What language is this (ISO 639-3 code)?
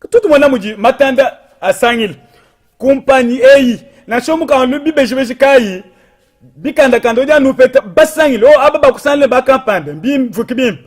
lua